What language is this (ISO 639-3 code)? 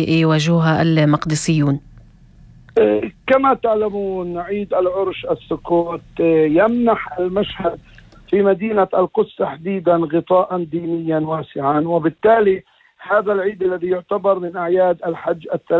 apc